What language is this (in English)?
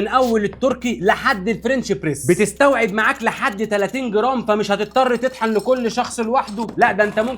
Egyptian Arabic